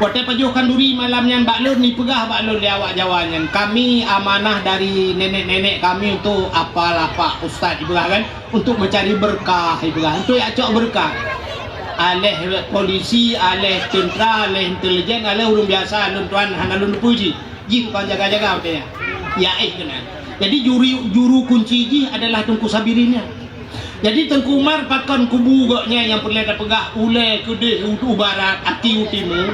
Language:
Achinese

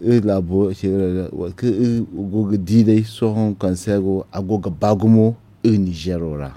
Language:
Zarma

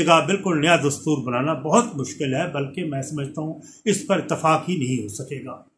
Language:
Urdu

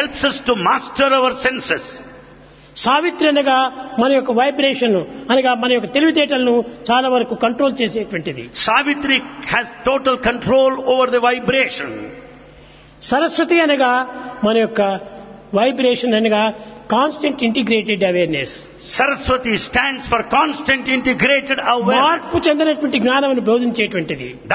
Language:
Telugu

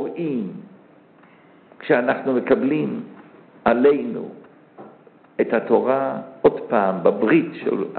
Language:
Hebrew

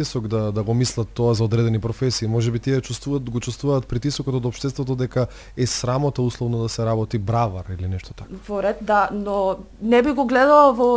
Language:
Macedonian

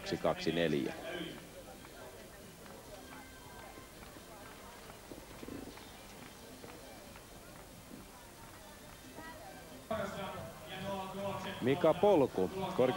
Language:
Finnish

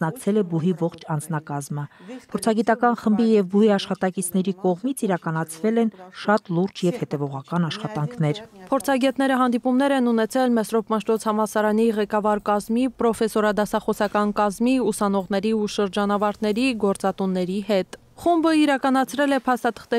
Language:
Armenian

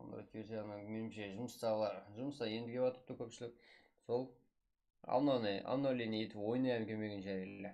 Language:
Kara-Kalpak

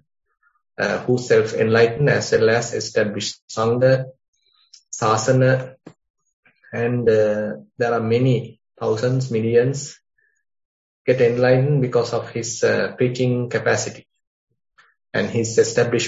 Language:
English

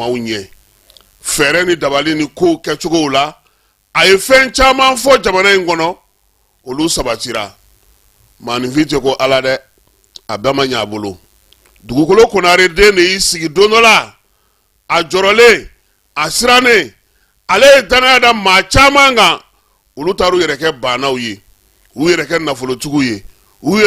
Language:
Bambara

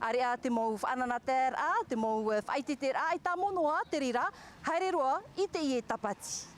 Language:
Tahitian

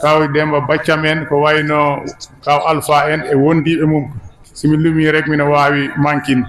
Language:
Fula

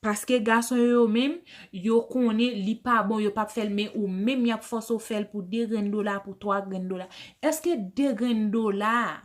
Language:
Haitian Creole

